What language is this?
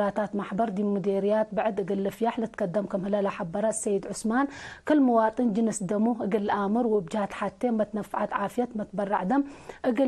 Tigre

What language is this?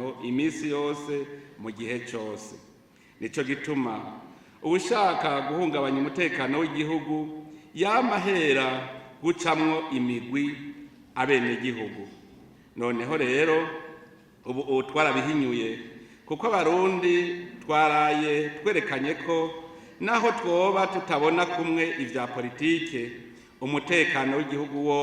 Rundi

